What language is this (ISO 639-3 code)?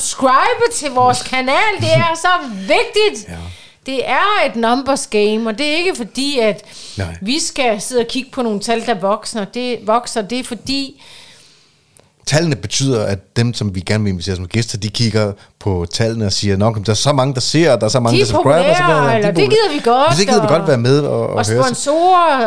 dan